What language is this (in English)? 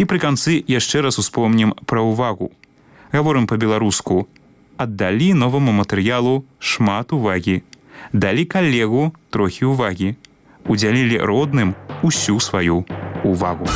Belarusian